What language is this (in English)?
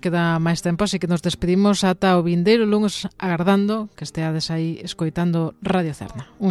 Galician